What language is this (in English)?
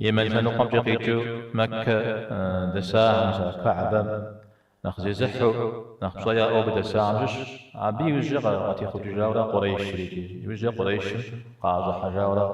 Kabardian